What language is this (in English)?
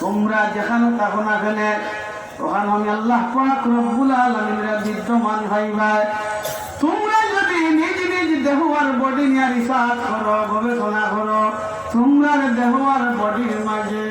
Sylheti